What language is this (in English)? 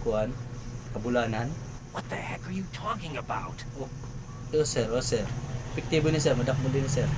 Waray